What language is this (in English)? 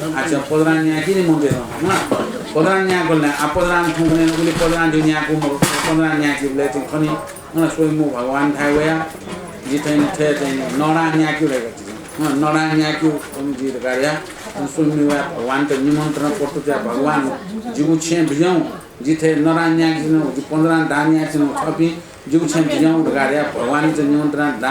Newari